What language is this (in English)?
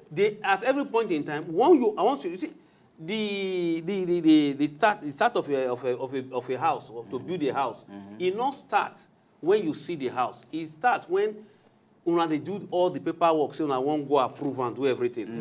Nigerian Pidgin